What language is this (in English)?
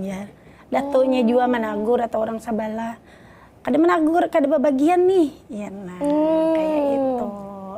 Banjar